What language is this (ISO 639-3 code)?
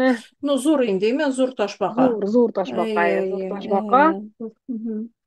tat